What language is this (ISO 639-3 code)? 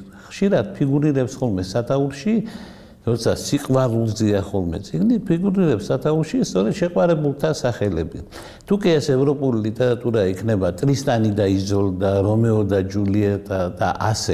kat